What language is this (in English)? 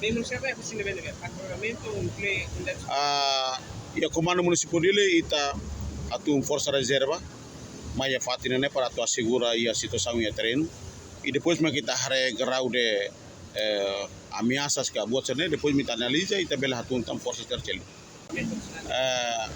Tetum